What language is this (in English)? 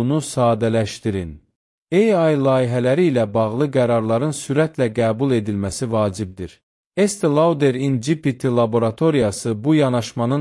Azerbaijani